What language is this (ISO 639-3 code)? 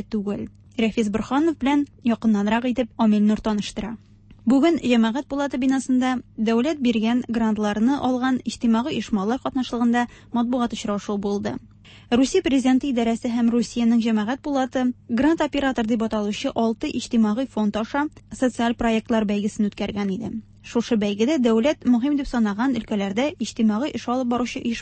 tat